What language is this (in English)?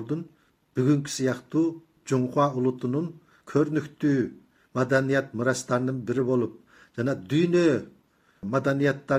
Kazakh